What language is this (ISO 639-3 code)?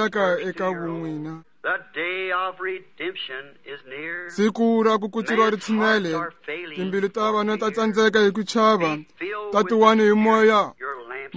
tso